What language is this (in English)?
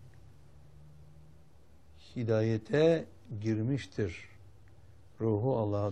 Turkish